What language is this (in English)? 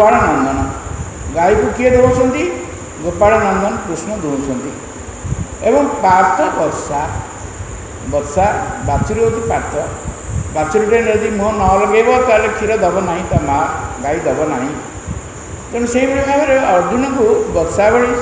Odia